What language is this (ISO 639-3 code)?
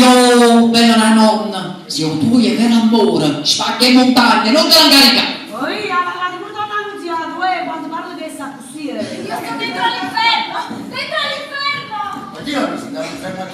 nap